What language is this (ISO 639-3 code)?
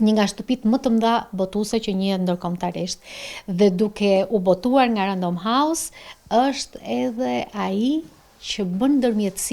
sqi